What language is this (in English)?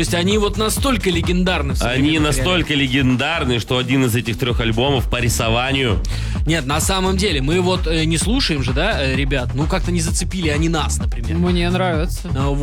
Russian